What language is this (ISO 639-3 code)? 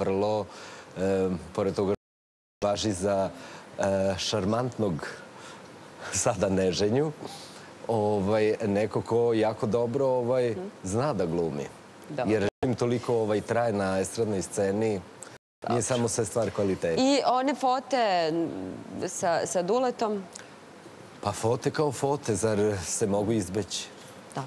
srp